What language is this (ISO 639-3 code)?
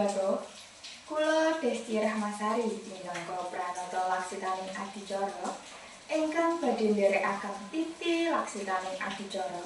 jav